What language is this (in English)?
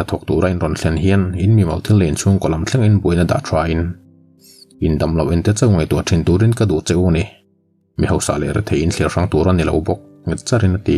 Mizo